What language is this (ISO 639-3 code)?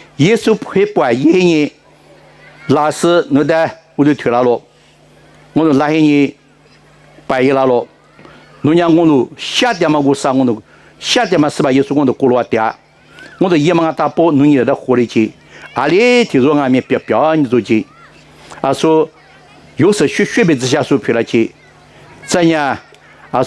lis